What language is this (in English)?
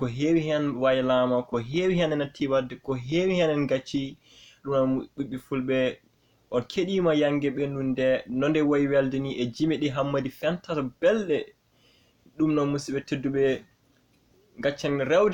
Fula